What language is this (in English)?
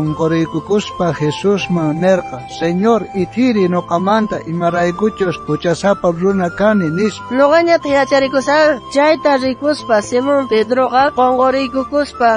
South Bolivian Quechua